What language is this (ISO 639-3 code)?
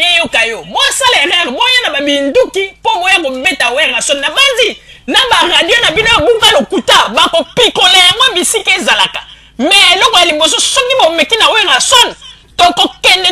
lin